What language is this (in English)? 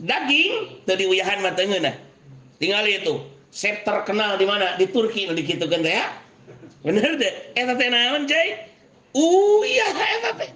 Sundanese